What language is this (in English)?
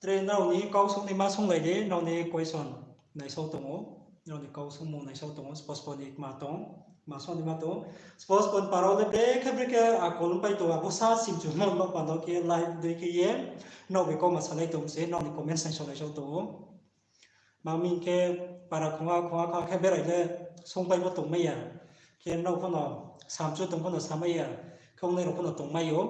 Riang (India)